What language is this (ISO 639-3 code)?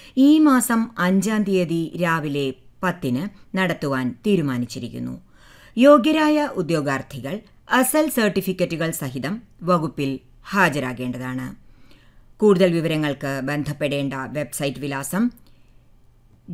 mal